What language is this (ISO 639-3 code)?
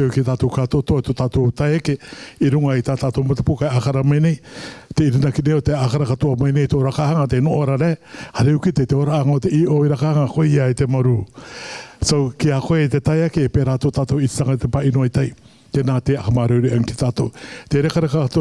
rar